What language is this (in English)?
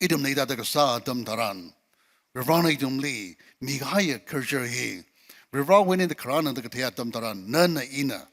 Tangkhul Naga (India)